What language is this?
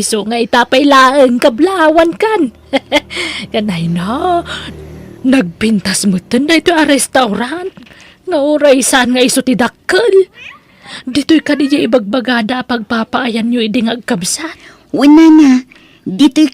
Iloko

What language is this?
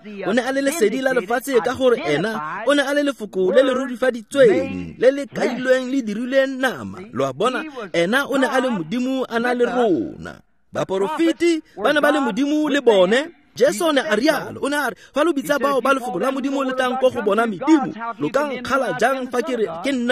Tswana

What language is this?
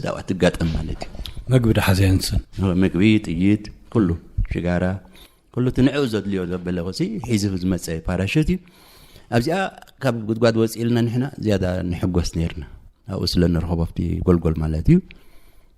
Tigrinya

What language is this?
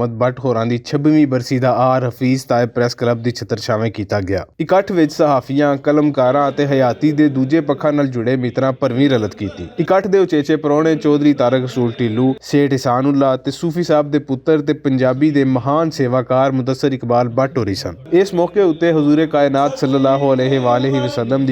Western Panjabi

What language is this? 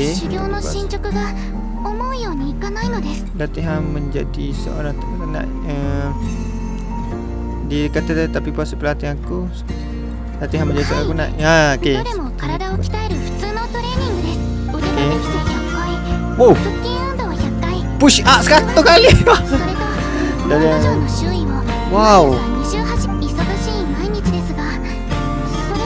Malay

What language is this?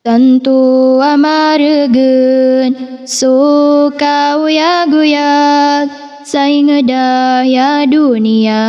Maranao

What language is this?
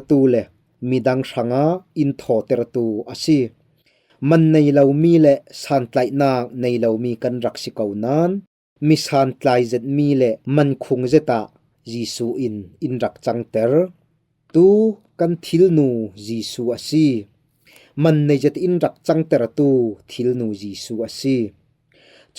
Falam Chin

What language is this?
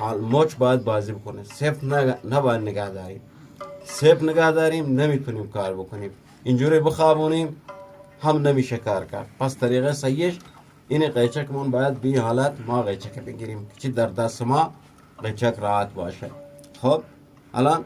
Eastern Balochi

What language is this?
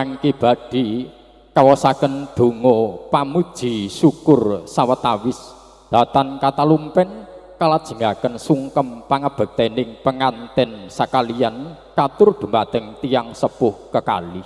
Javanese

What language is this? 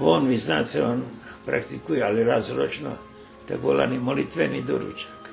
Rusyn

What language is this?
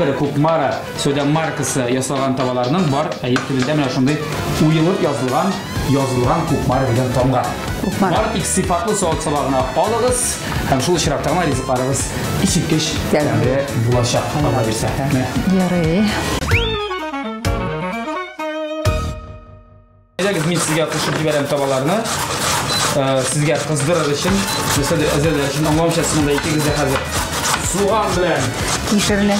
Tatar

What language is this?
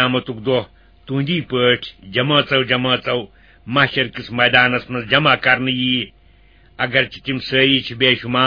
Kashmiri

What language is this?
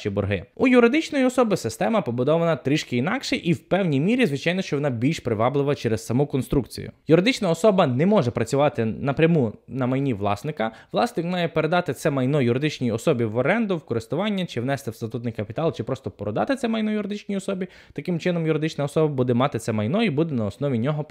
Ukrainian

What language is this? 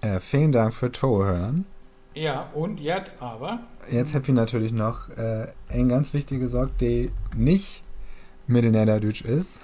Low German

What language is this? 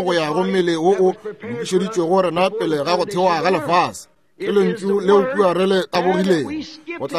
Northern Sotho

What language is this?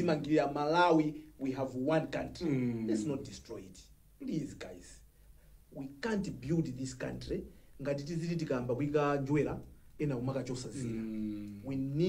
Nyanja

